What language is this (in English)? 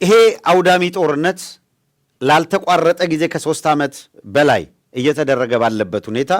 Amharic